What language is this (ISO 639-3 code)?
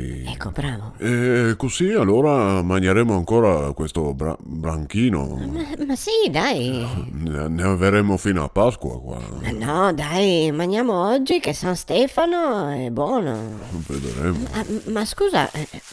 vec